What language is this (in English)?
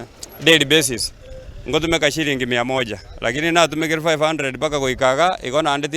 Gusii